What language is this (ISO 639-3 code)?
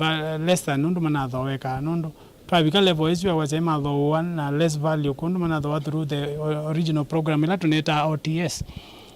kam